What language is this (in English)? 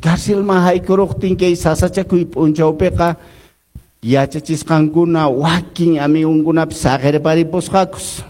Quechua